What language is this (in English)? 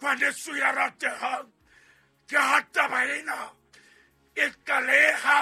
Southern Sotho